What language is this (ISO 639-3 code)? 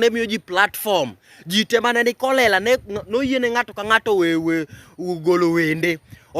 luo